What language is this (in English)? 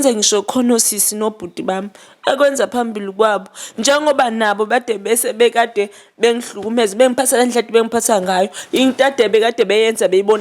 Zulu